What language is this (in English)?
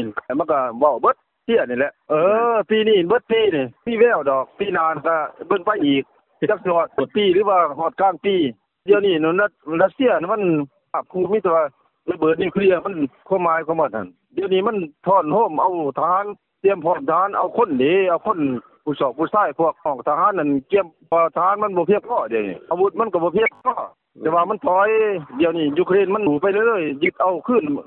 Lao